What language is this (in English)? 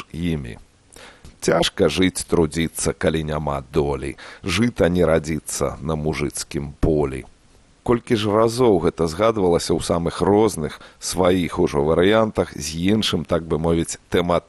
Belarusian